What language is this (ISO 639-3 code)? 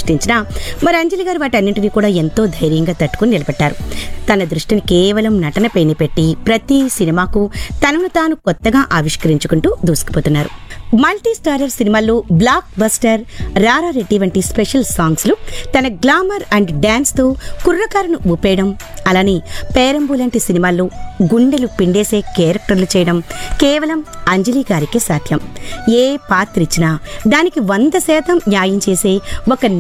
tel